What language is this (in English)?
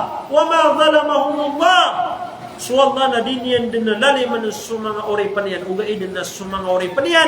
Maranao